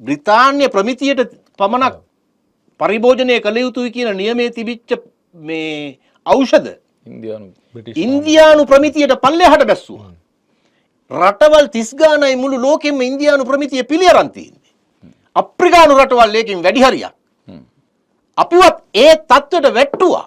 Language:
Sinhala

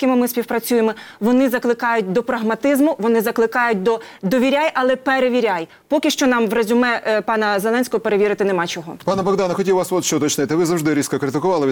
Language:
Ukrainian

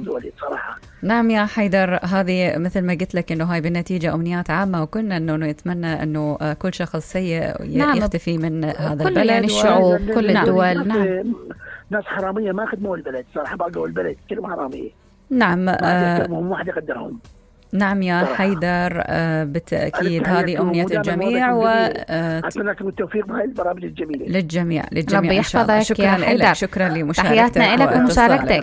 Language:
Mesopotamian Arabic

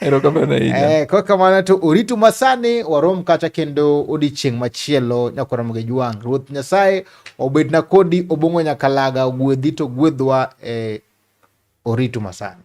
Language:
Luo (Kenya and Tanzania)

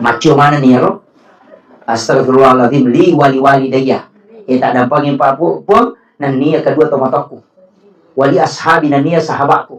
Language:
Buginese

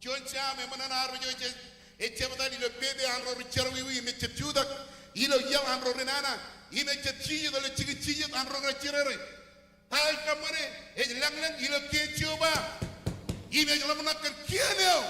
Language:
Marshallese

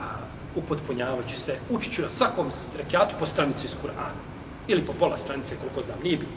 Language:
Bosnian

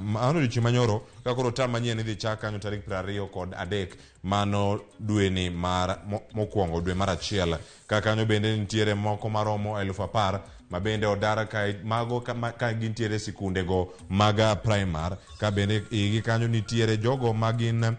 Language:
Luo (Kenya and Tanzania)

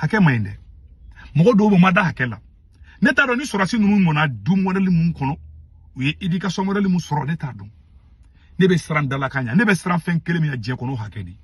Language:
Bambara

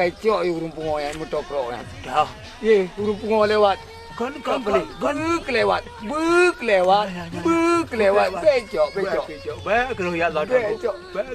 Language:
Achinese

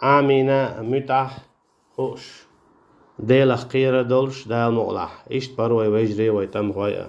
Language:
Chechen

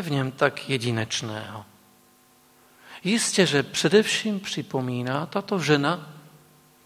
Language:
Czech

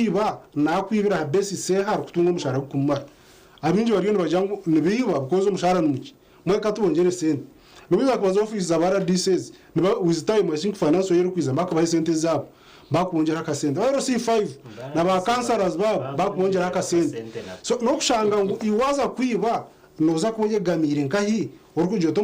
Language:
Nyankole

